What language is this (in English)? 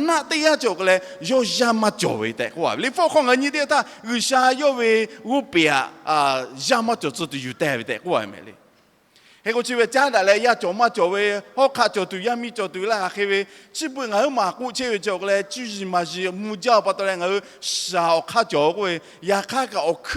Lahu